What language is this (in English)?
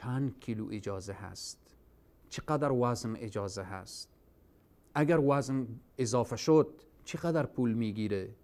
Persian